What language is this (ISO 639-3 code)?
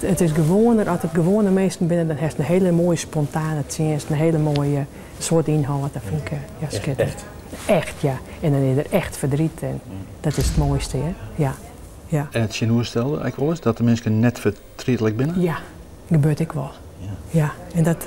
fry